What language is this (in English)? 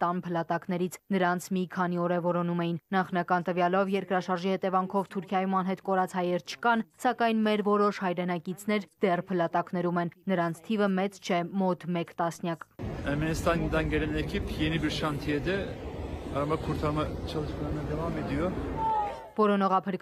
Armenian